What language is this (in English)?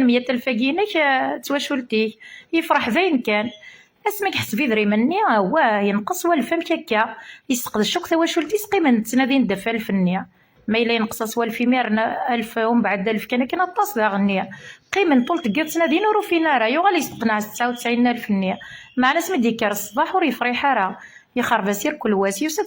Kabyle